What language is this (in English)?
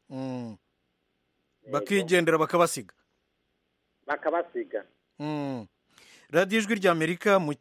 Kinyarwanda